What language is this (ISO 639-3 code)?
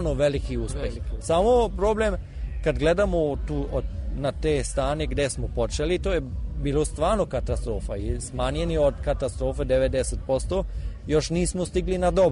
srp